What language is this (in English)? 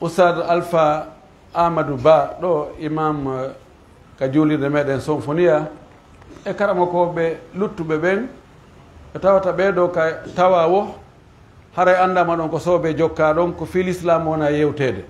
Pular